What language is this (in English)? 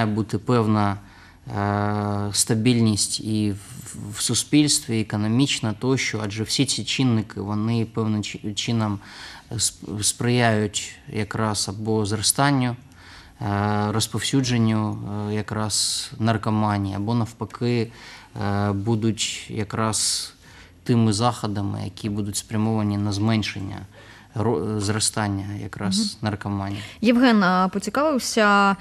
Ukrainian